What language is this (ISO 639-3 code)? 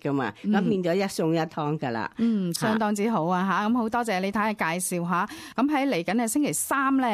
yue